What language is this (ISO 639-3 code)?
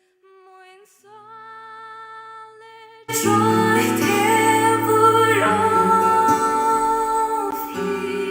fao